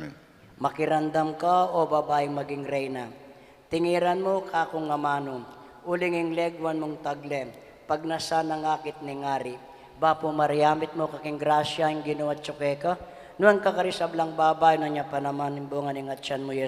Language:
Pampanga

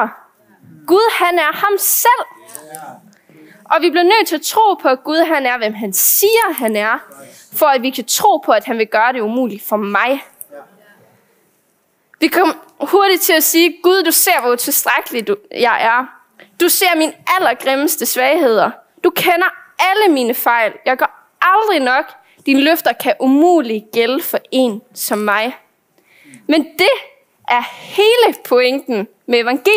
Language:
Danish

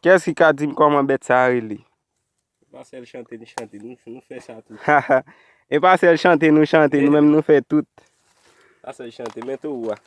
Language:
Haitian Creole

